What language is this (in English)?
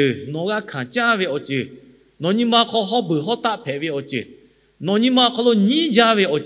Lahu